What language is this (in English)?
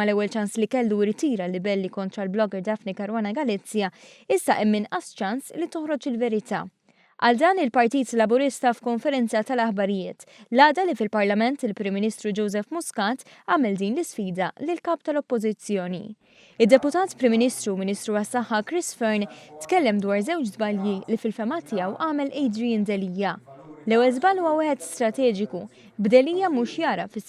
Maltese